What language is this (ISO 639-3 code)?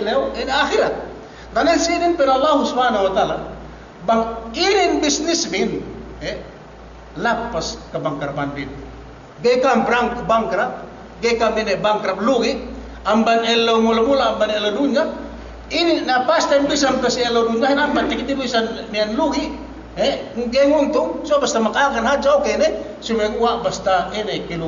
yka